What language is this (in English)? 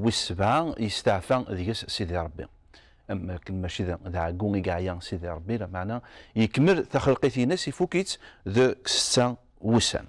Kabyle